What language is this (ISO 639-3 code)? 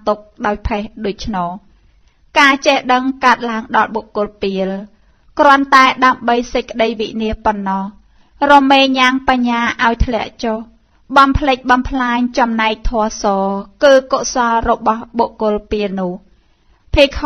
khm